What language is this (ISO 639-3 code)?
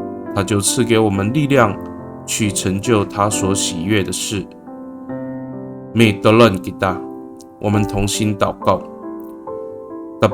ami